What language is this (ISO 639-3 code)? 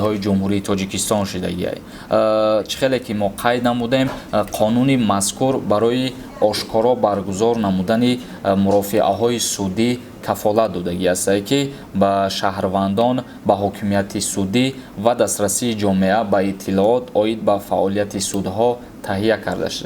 tgk